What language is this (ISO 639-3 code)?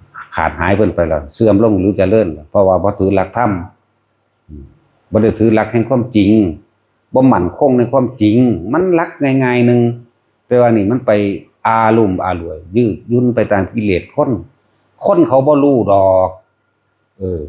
tts